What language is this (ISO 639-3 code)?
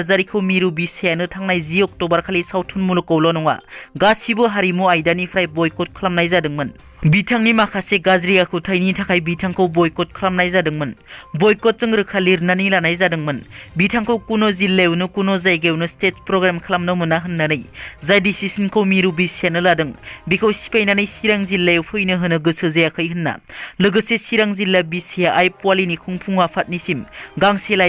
brx